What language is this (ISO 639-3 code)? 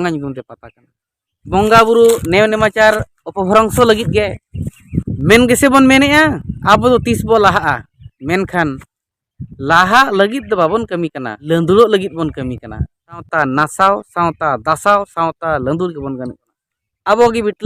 sat